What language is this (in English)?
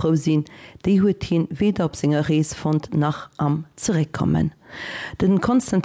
Luxembourgish